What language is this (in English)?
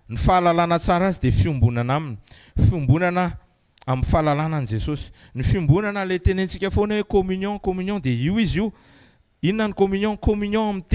Malagasy